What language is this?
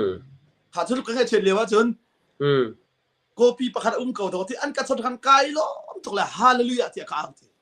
Hakha Chin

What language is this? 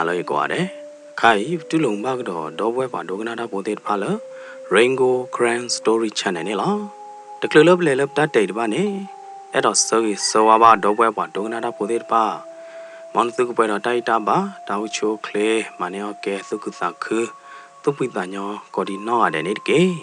S'gaw Karen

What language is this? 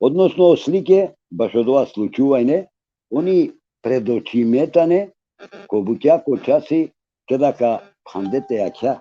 Balkan Romani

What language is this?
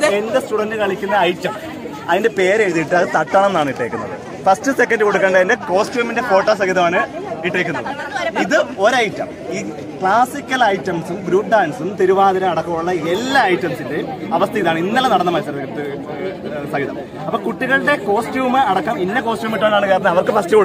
Malayalam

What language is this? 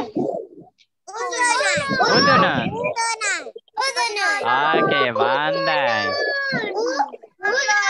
Malay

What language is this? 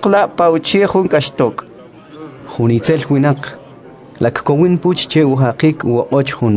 Kʼicheʼ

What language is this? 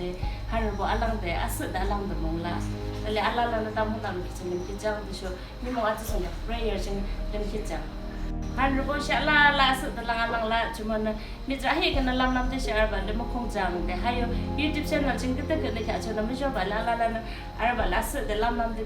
Yimchungru Naga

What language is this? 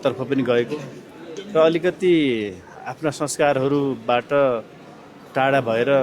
Nepali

